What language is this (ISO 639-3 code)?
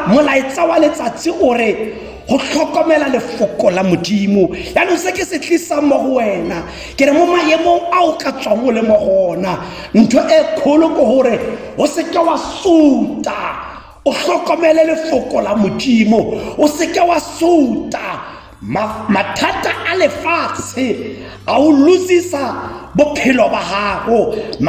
tsn